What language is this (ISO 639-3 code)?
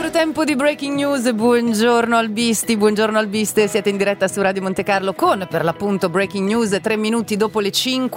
ita